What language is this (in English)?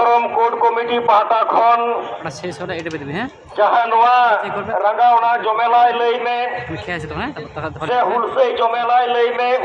Santali